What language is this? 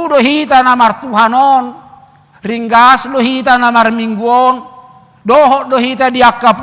Batak Toba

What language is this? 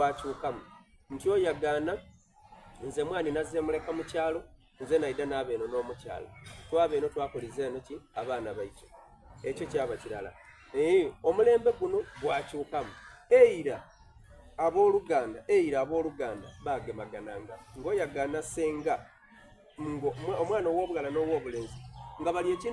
Soga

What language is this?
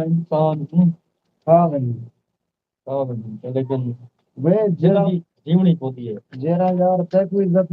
Saraiki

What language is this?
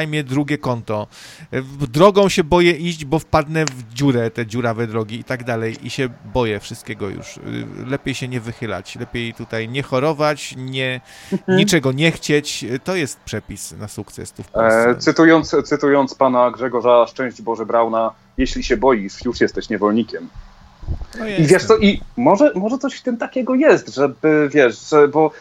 Polish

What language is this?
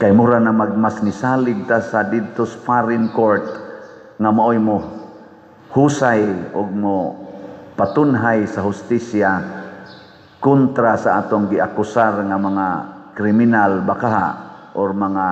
Cebuano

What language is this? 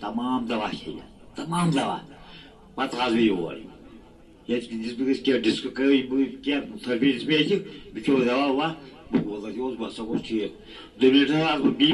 Kashmiri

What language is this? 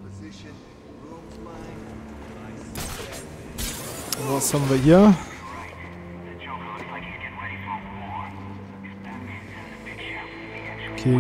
German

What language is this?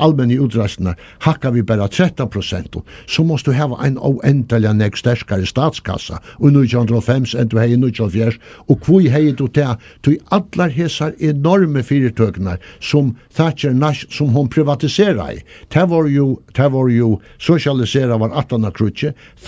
Faroese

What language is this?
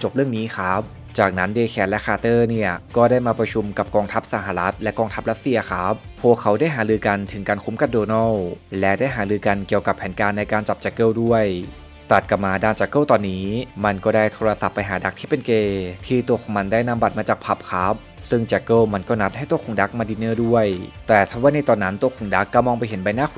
Thai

